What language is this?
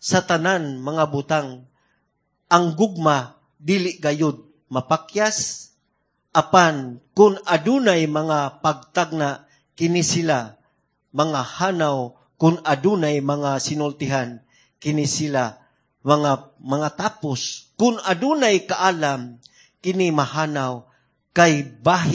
Cebuano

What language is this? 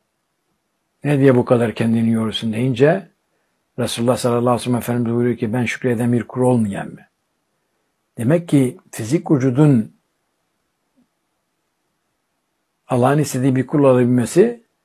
Turkish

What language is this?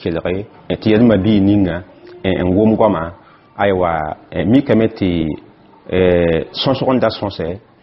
Mossi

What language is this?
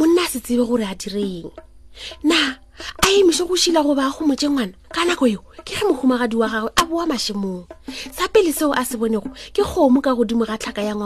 Northern Sotho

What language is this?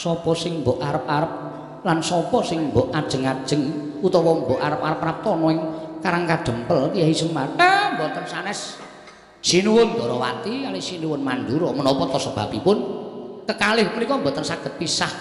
Javanese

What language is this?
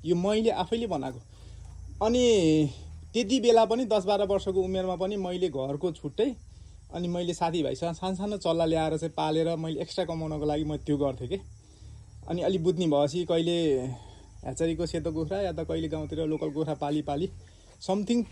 Nepali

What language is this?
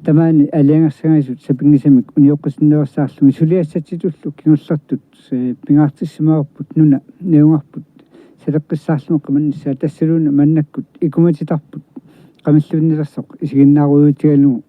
Kalaallisut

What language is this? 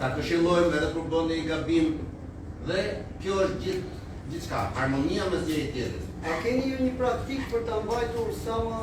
Albanian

